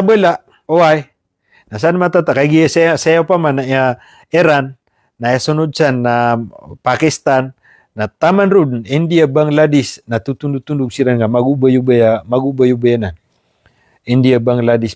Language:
Maranao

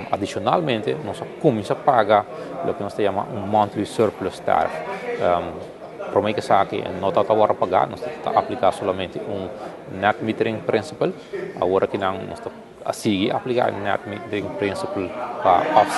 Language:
Papiamento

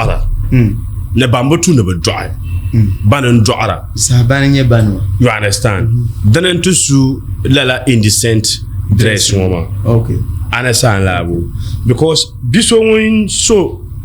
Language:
Dagbani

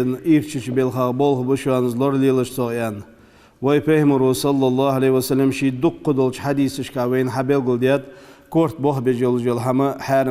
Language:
Ingush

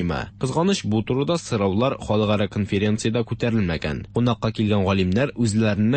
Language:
Tatar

